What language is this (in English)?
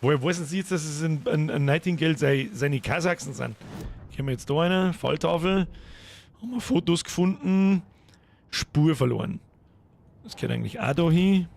Bavarian